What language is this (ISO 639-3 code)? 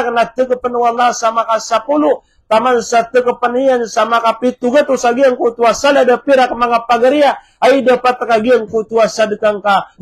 mrw